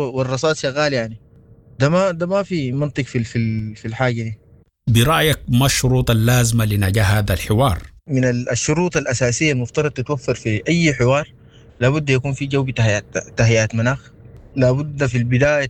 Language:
Sudanese Arabic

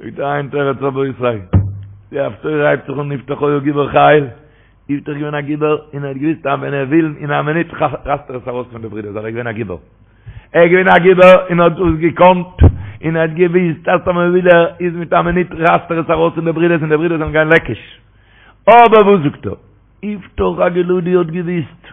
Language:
Yiddish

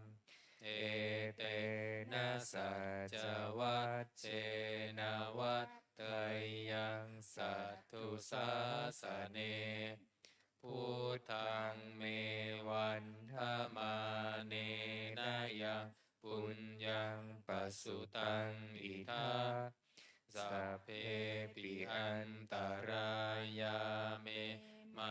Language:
Pali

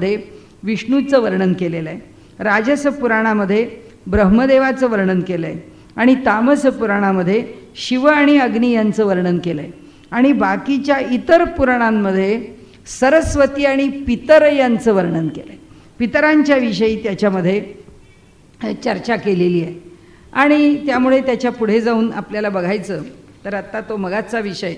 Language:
Marathi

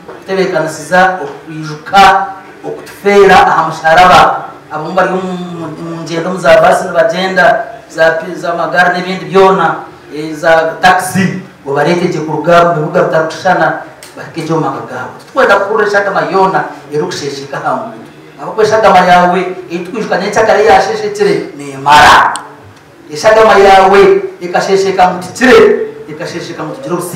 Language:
Nyankole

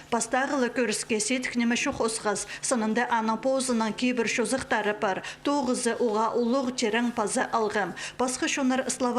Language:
Khakas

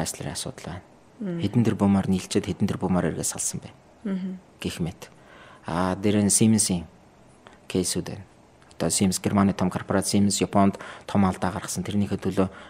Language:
Mongolian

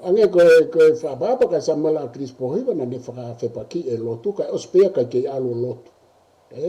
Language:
Tongan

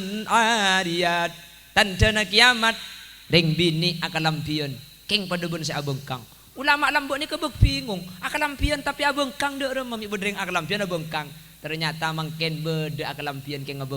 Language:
Madurese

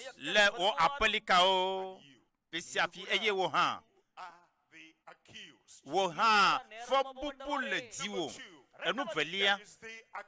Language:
Ewe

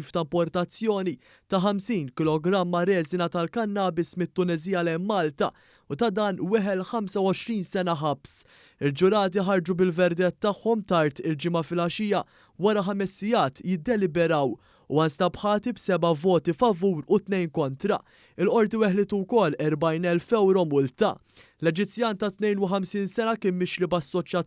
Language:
Maltese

